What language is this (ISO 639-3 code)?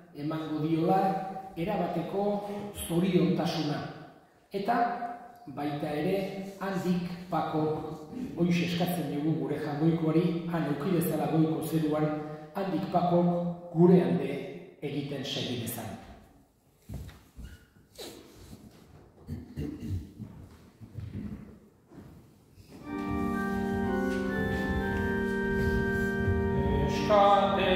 eus